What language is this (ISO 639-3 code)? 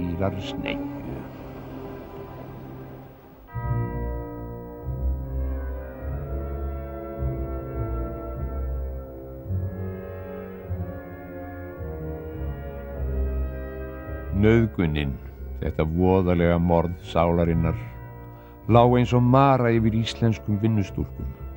isl